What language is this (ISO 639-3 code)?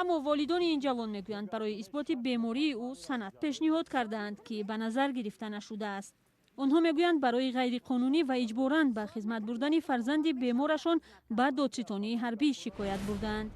tgk